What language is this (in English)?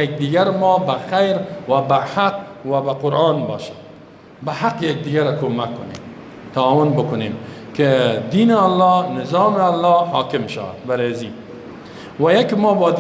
Persian